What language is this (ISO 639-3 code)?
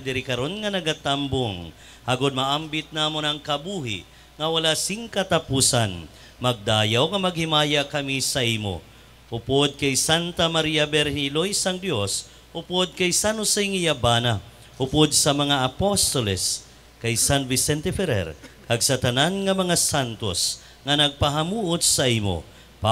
hil